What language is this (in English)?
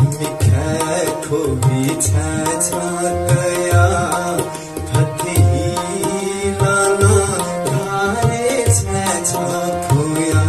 Newari